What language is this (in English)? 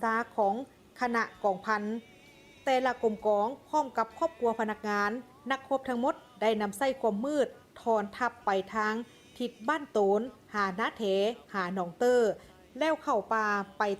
Lao